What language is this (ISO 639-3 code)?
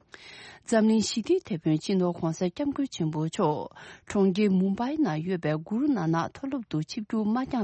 bod